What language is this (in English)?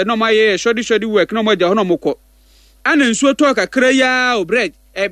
Akan